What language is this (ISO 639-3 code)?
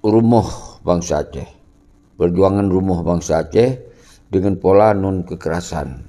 ace